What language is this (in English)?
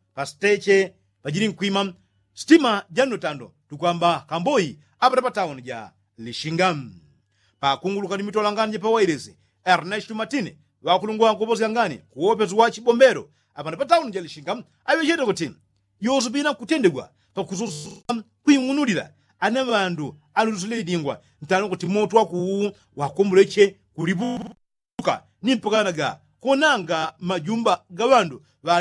Yao